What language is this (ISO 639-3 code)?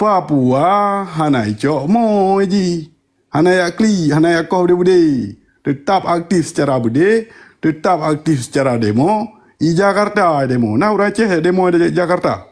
ace